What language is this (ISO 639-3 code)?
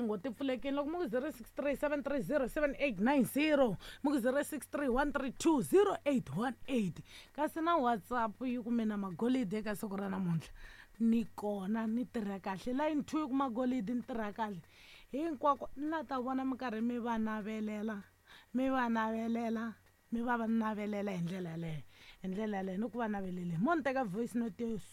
tso